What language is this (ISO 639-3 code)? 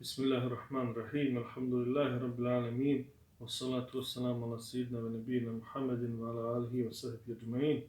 bos